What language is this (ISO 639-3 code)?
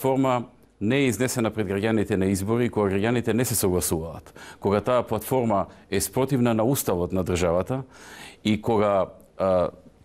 mkd